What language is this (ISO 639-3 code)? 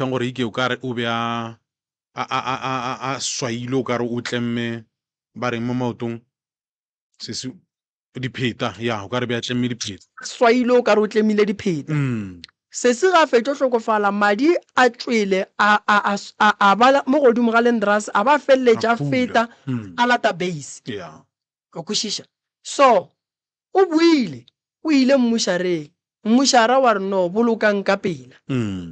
nso